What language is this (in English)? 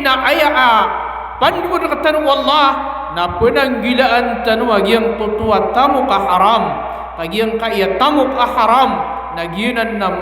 Maranao